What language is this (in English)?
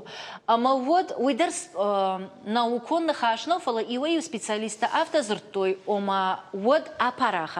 Ossetic